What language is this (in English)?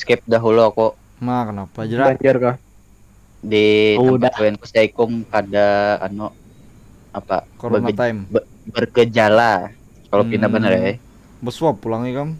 Banjar